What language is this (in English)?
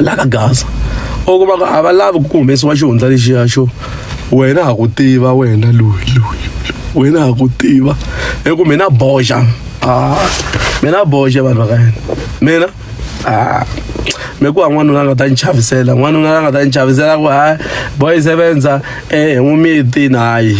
Tsonga